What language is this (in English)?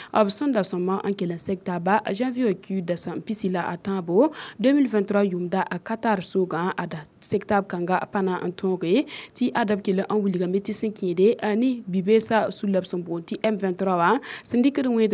Mossi